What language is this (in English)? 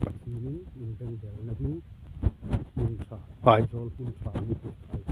Hmar